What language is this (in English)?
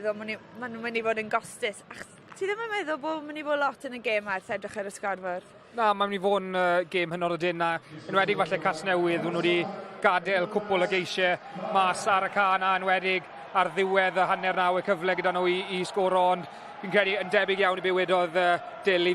Welsh